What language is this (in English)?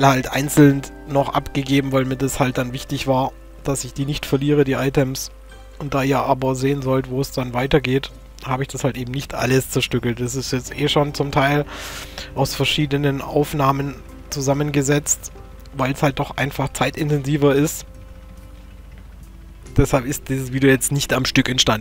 German